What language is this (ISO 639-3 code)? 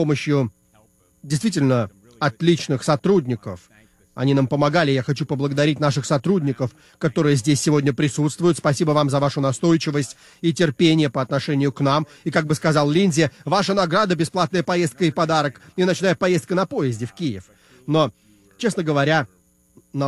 rus